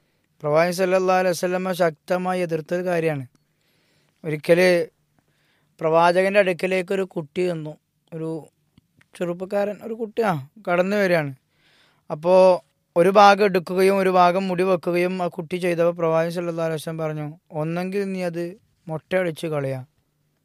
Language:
Malayalam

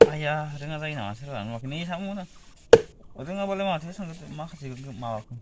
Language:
Bodo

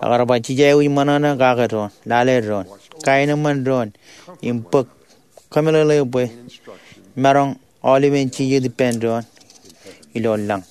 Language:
Marshallese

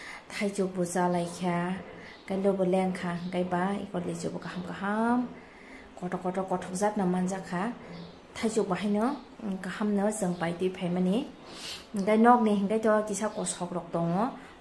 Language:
Kok Borok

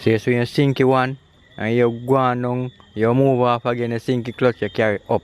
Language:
Jamaican Creole English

